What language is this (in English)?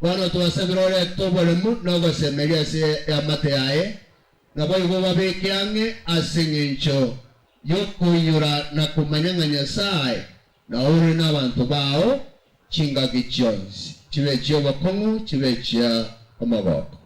Gusii